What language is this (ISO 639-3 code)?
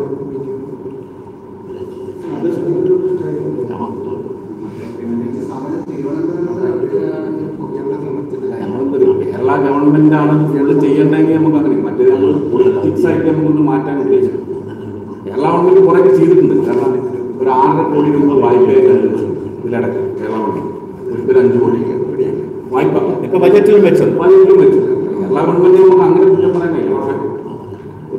mal